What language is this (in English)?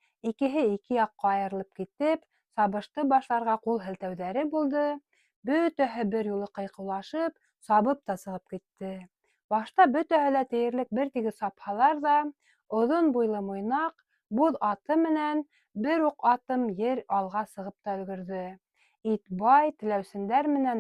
Bashkir